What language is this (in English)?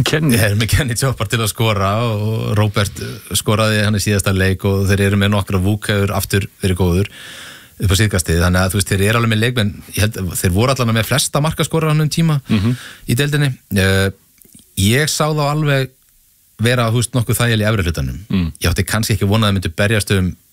Icelandic